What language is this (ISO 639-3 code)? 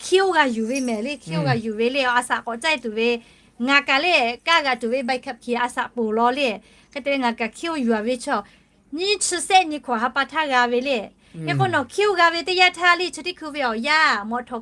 lhu